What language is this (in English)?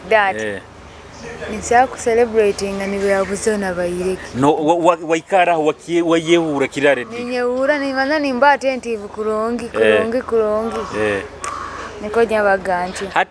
Nyoro